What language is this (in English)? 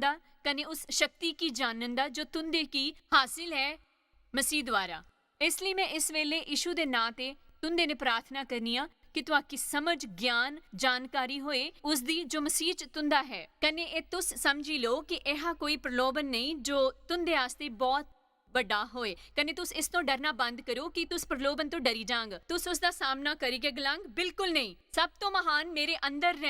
Dogri